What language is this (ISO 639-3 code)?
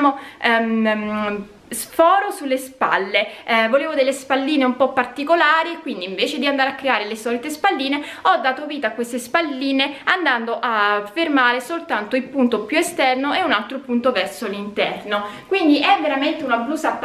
ita